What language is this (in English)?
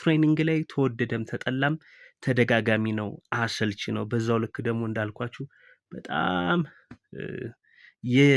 Amharic